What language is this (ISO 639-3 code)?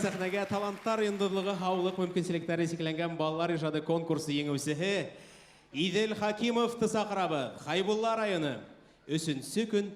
bak